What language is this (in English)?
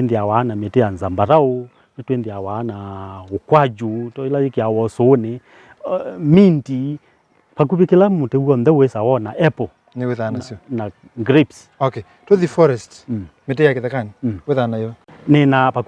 Kamba